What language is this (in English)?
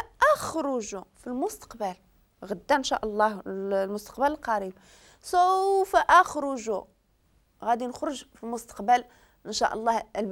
Moroccan Arabic